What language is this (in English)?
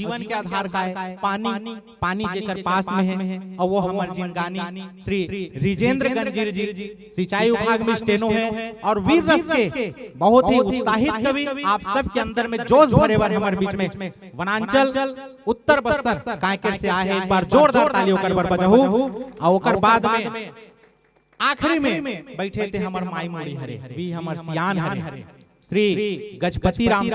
Chhattisgarhi